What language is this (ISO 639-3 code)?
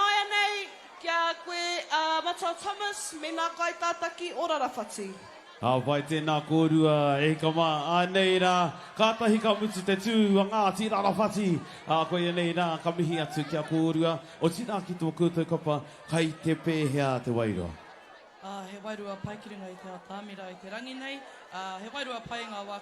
mri